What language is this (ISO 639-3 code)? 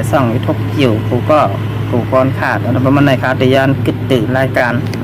shn